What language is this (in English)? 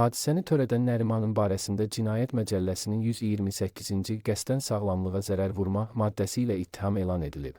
Azerbaijani